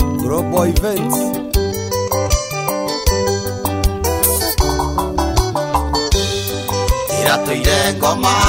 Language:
Kikuyu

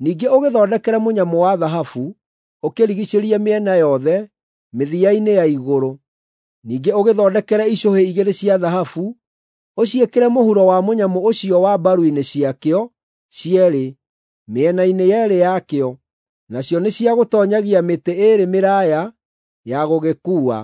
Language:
Kikuyu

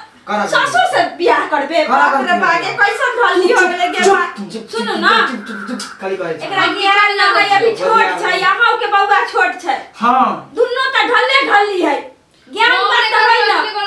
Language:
Maithili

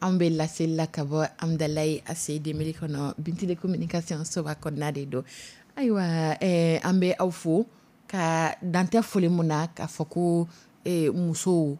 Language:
Dyula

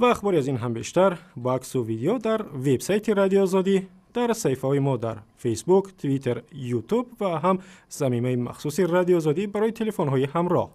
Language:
Tajik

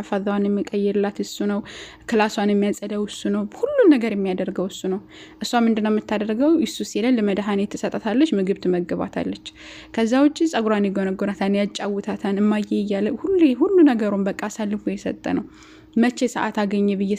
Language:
Amharic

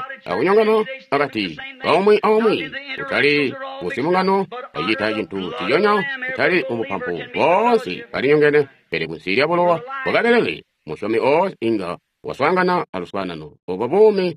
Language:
Tonga (Zambia)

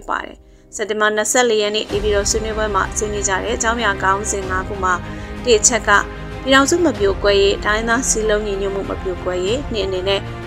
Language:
Burmese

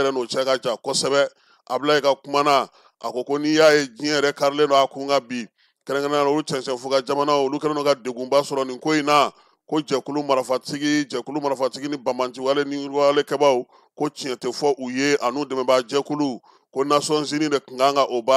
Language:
Bambara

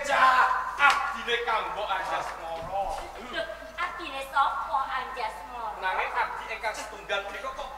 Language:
Javanese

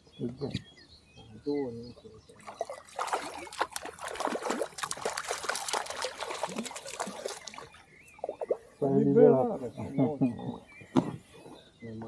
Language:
Romanian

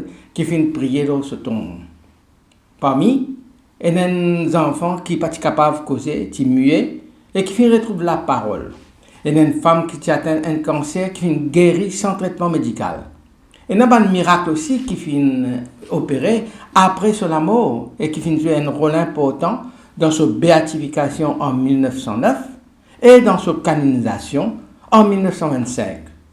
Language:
Morisyen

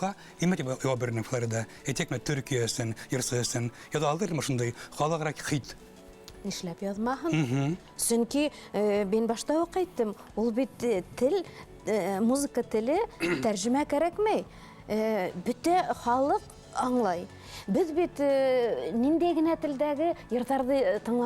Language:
Bashkir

